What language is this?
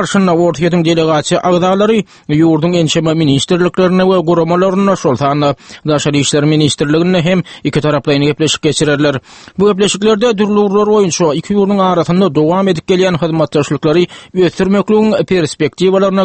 Turkmen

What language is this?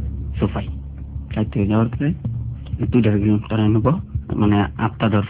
Bangla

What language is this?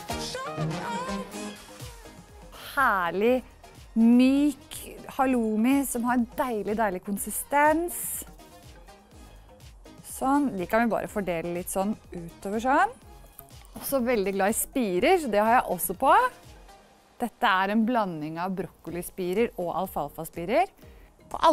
Norwegian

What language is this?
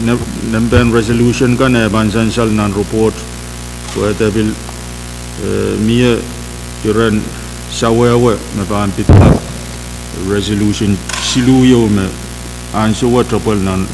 Pohnpeian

